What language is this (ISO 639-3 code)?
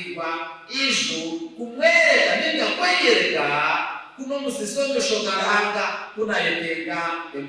nyn